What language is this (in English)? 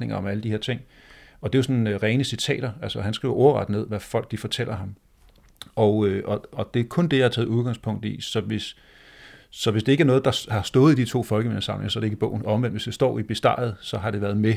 Danish